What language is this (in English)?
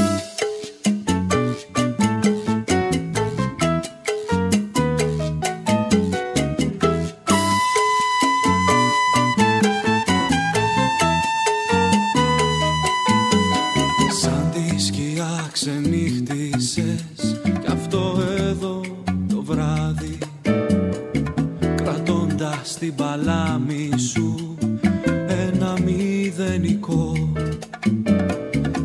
Greek